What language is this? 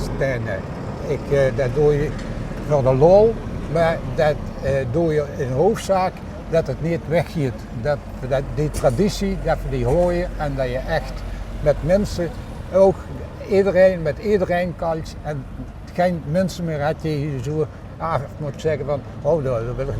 Limburgish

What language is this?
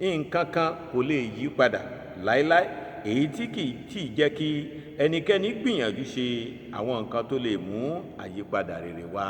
Yoruba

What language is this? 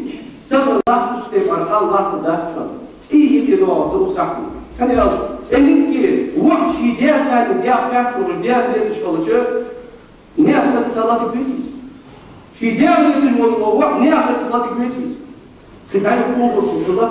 Ingush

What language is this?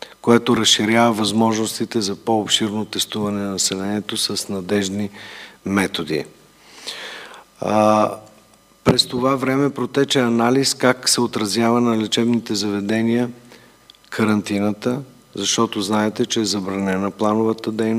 Bulgarian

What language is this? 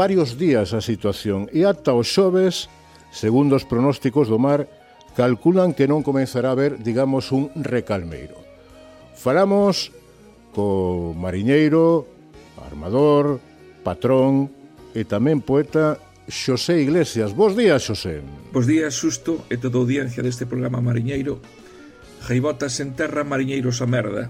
Galician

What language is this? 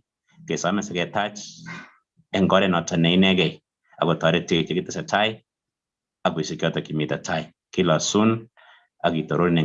Kalenjin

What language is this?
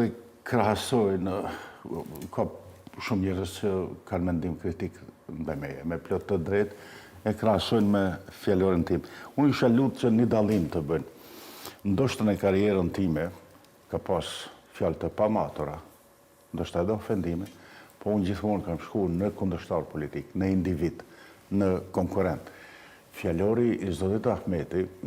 Albanian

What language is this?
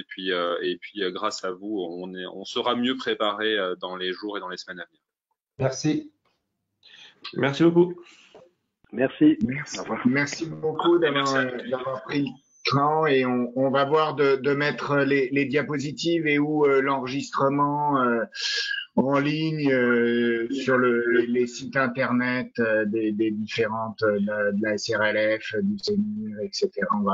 French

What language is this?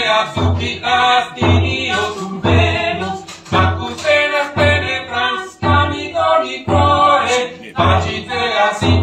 Italian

